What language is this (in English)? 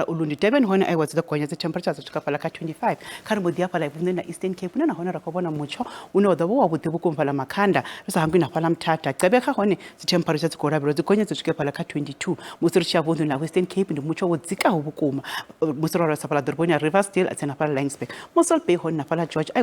Venda